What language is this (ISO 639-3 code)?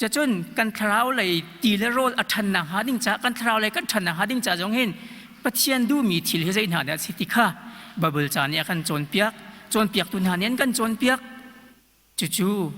cnh